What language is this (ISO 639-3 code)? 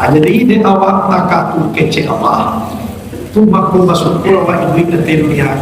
min